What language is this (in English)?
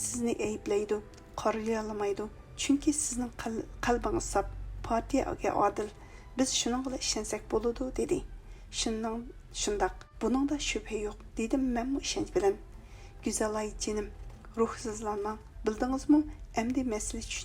Uyghur